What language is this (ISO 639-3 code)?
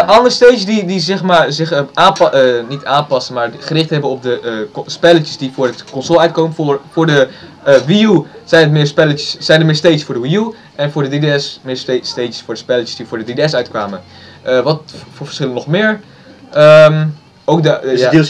nld